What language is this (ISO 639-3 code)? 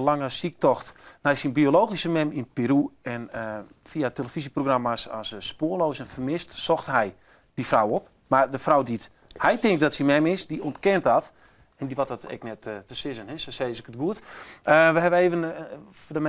fry